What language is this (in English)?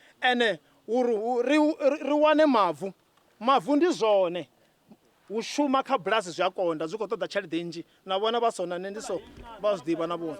Venda